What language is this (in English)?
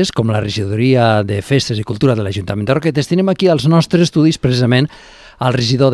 Catalan